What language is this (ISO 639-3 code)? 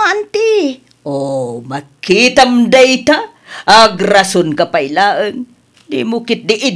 ilo